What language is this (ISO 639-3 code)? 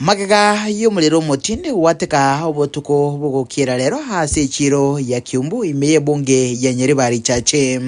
guz